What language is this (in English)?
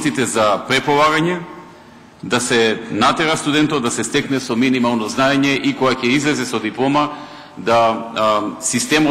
Macedonian